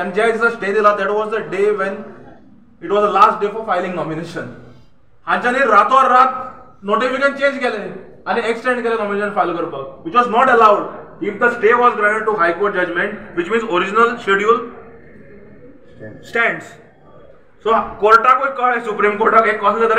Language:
Konkani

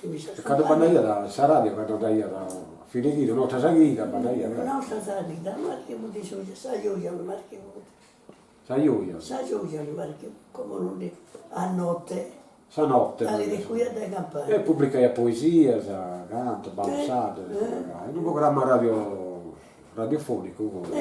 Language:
Sardinian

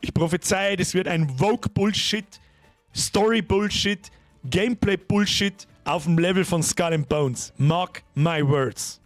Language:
Bavarian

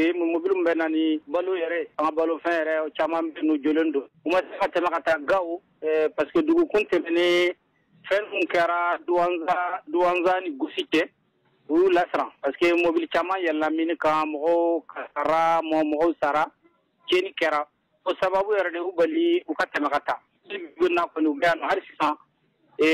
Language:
Bambara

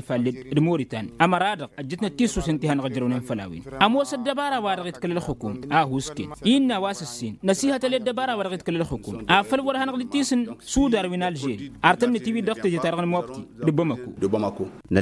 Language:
Tamasheq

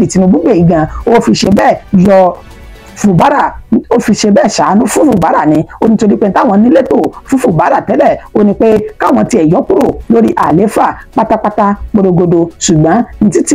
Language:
Yoruba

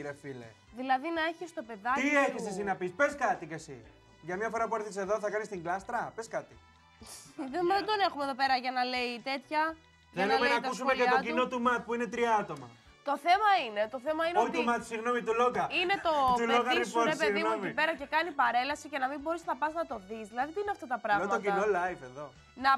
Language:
Greek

